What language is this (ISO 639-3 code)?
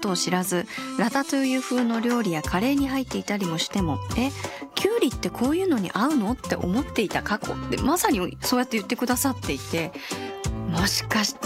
jpn